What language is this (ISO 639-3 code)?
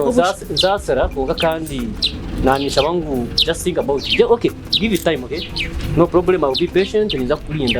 nyn